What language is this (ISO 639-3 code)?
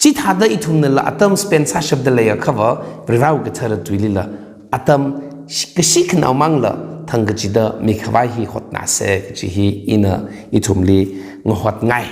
nmf